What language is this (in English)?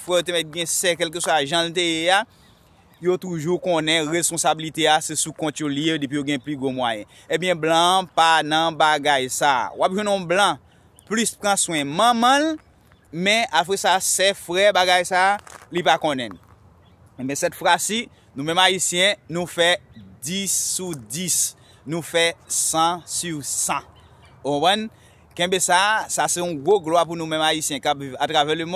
Haitian Creole